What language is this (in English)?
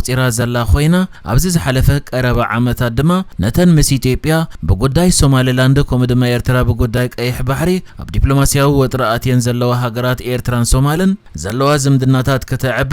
Tigrinya